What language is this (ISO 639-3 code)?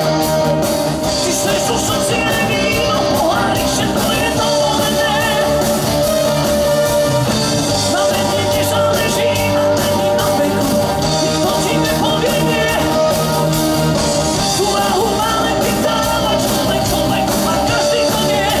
slk